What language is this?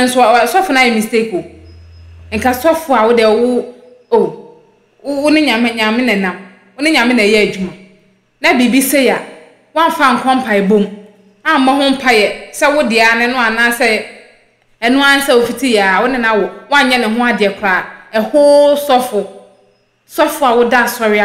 Akan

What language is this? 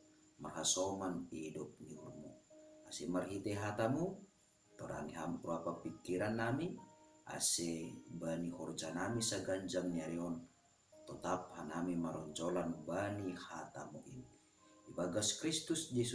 Batak Simalungun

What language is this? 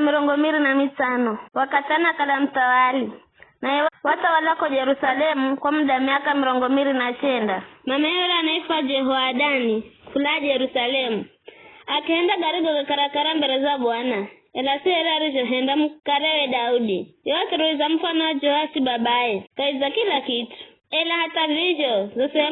Giryama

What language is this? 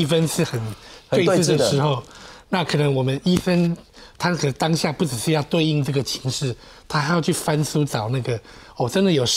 Chinese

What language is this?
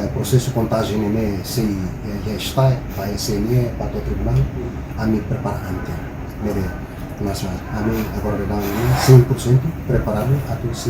Tetum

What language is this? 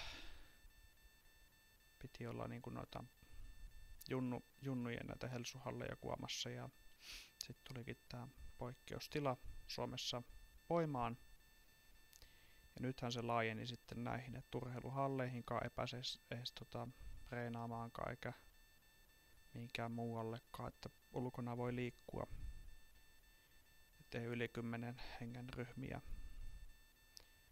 Finnish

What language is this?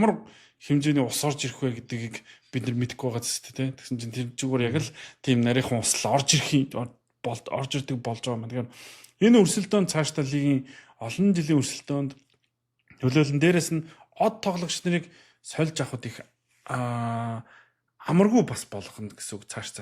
Mongolian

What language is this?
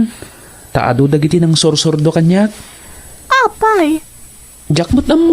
Iloko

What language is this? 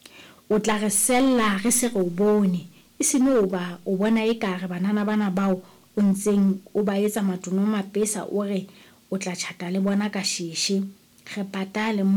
Southern Sotho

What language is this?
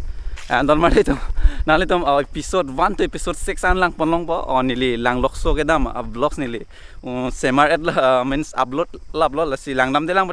Karbi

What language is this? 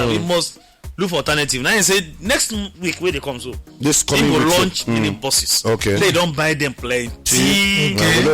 Nigerian Pidgin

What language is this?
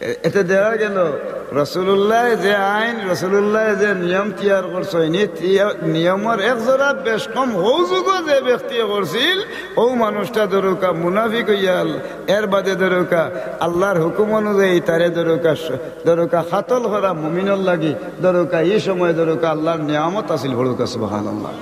Sylheti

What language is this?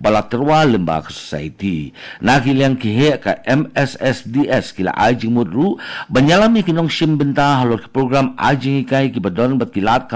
Khasi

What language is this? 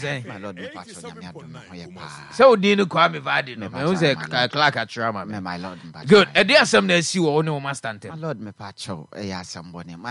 Akan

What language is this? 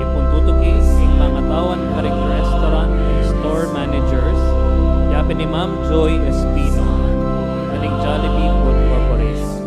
Pampanga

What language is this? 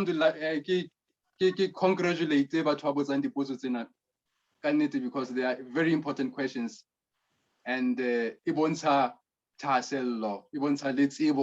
Southern Sotho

